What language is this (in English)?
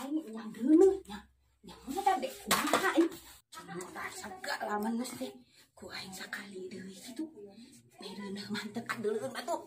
Sundanese